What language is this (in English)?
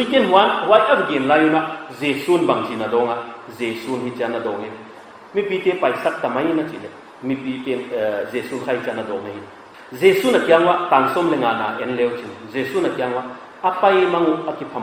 Paite Chin